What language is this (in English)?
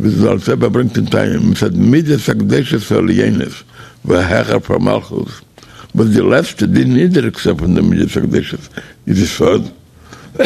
Yiddish